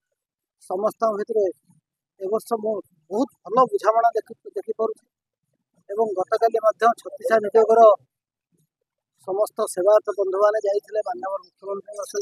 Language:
Odia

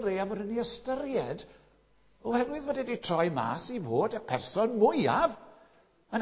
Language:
Welsh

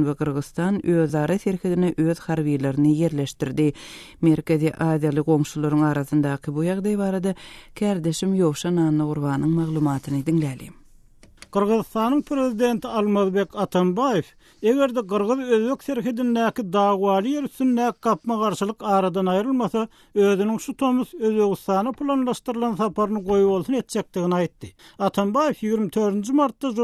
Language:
Turkmen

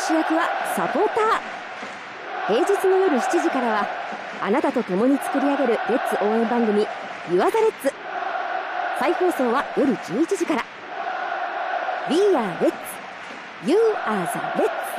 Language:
Japanese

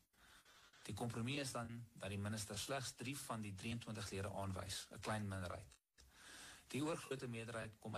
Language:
Afrikaans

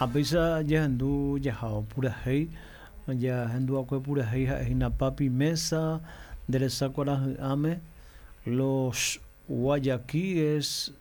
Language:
Guarani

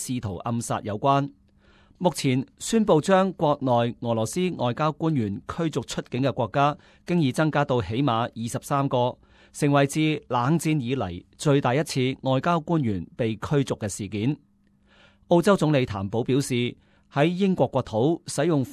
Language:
Cantonese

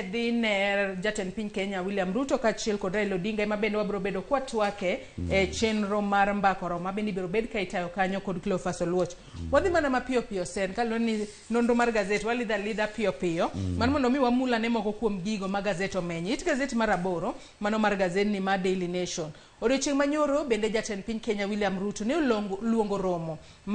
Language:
Luo (Kenya and Tanzania)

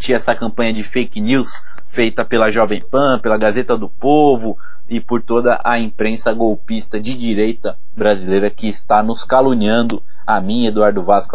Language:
Portuguese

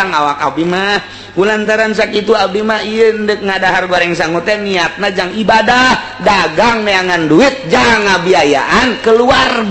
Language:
Sundanese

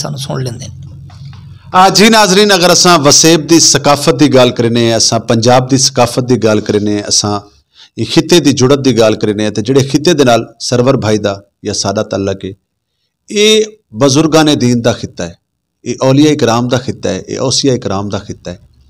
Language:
Saraiki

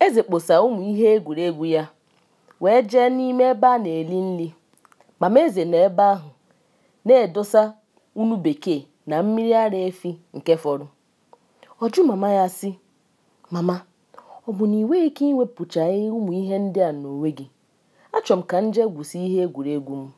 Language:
Igbo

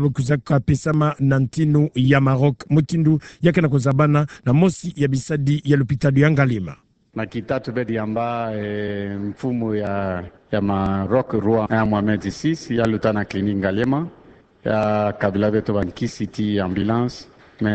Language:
Kituba (Democratic Republic of Congo)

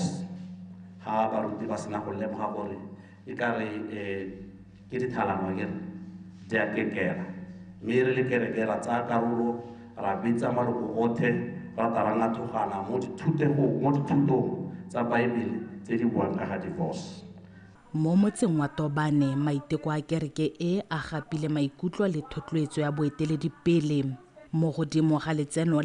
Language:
Tswana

